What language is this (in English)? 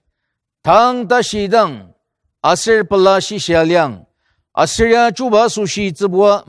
Ao Naga